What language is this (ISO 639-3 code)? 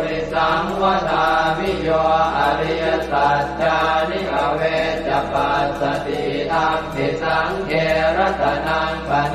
pli